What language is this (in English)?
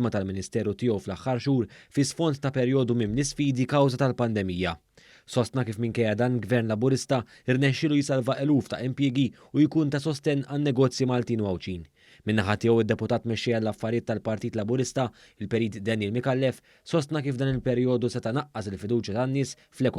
Maltese